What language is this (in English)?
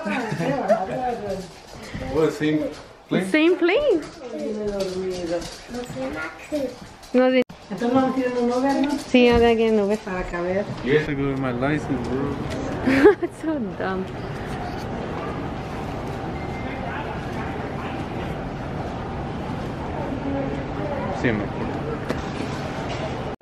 Spanish